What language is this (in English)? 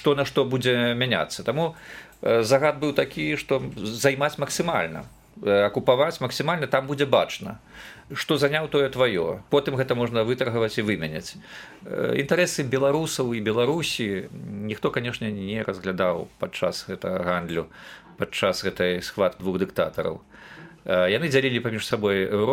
Belarusian